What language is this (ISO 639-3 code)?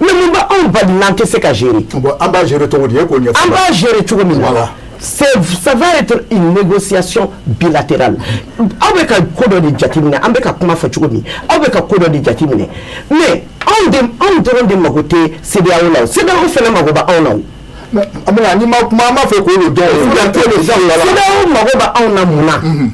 bam